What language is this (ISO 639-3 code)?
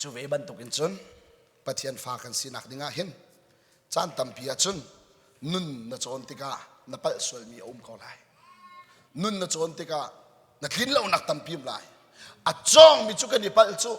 cnh